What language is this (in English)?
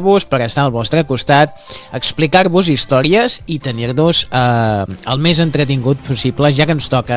Catalan